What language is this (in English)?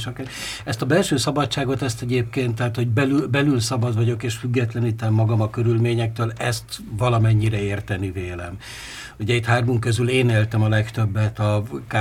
Hungarian